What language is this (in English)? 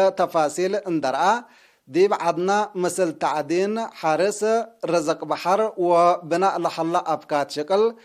Tigre